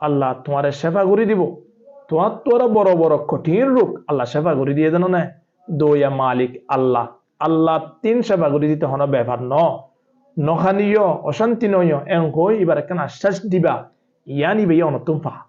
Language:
Rohingya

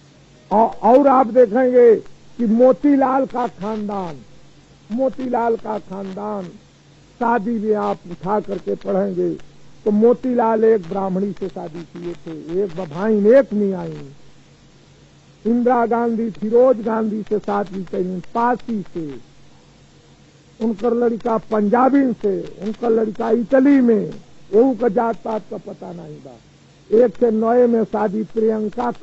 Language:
Bhojpuri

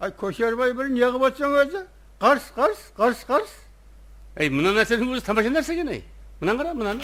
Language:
Kara-Kalpak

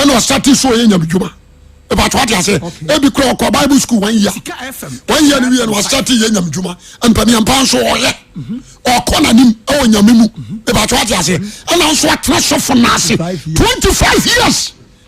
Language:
Akan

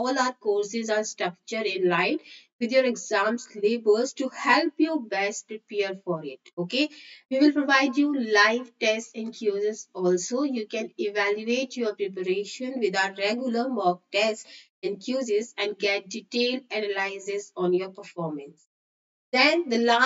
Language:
English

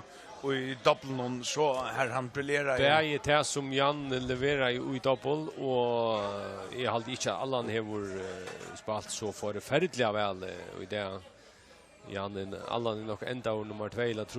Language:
Faroese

